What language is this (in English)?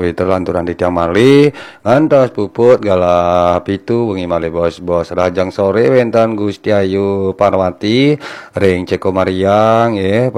Balinese